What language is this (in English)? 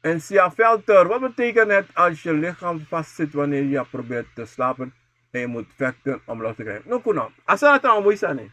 Sranan Tongo